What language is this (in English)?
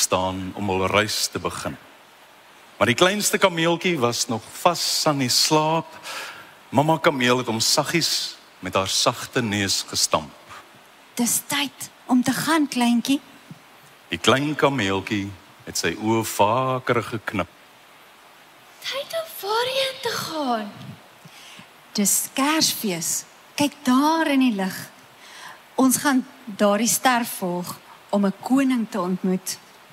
Afrikaans